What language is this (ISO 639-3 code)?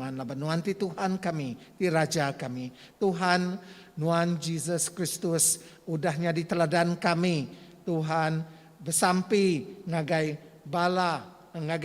iba